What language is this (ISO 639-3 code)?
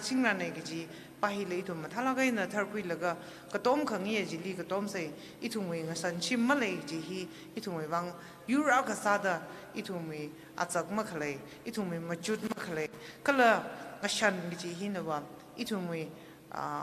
nmf